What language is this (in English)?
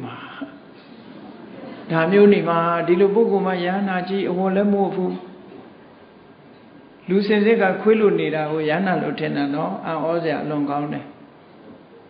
Burmese